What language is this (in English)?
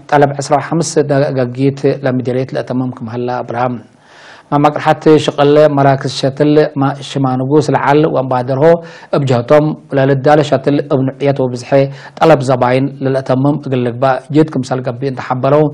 Tigre